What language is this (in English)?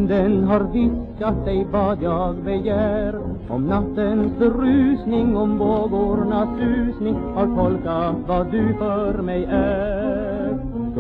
Swedish